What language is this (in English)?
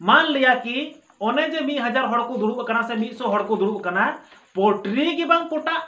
Santali